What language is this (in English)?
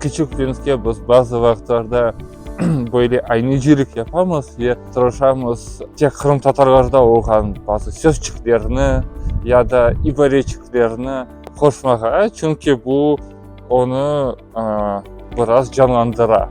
Crimean Tatar